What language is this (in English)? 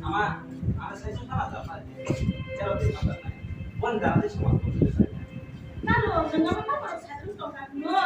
Kok Borok